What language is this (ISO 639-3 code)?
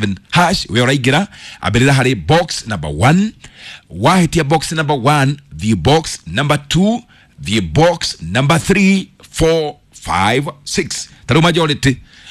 kik